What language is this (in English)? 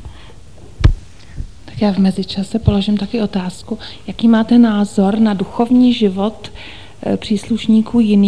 Czech